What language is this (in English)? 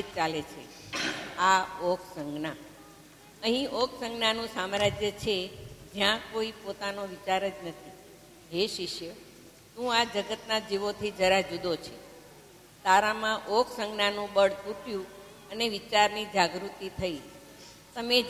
Gujarati